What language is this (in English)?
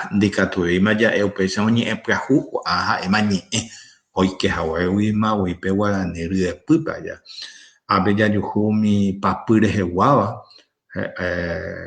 Guarani